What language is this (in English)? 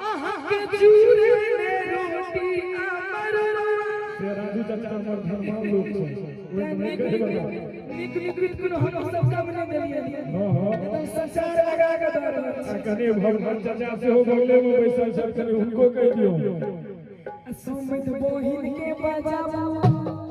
Maithili